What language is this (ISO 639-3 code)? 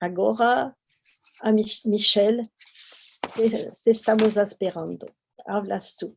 lad